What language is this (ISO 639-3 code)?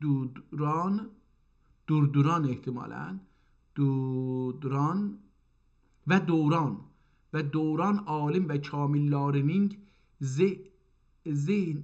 azb